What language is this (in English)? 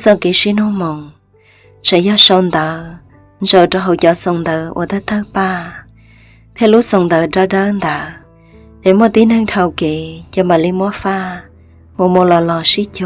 Hmong